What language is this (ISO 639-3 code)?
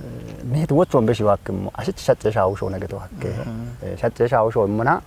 kbr